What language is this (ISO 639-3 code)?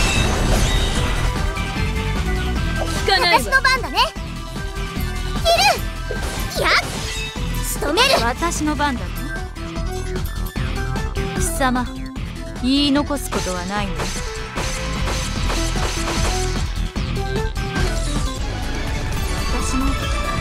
jpn